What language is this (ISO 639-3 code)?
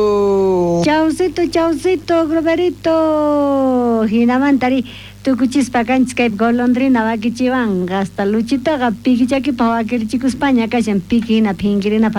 quh